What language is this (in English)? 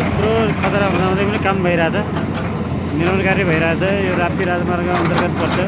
Nepali